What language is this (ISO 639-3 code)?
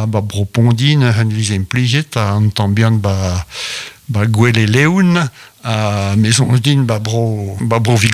bre